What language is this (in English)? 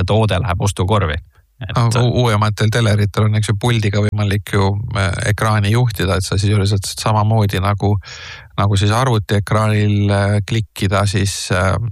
Estonian